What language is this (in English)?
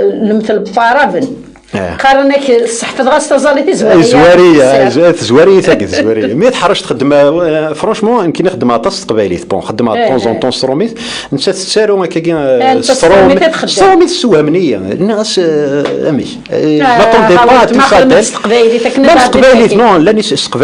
Kabyle